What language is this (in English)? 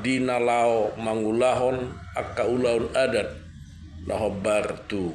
Batak Toba